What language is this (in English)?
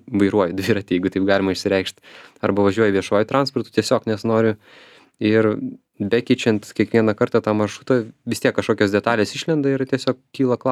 Lithuanian